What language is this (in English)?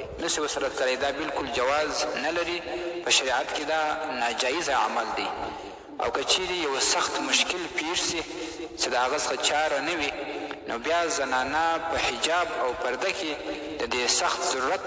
Pashto